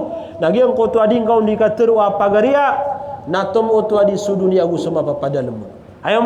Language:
Maranao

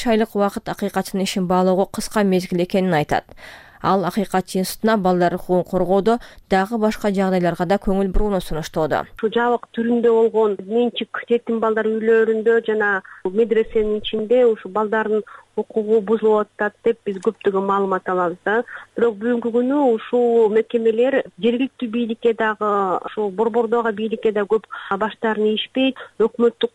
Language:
Kyrgyz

